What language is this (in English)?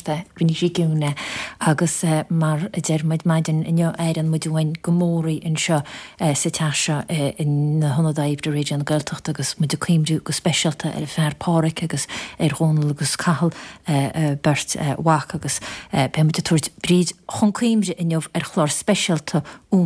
Irish